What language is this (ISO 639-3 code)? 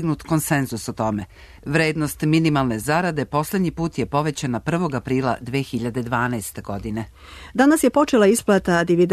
srp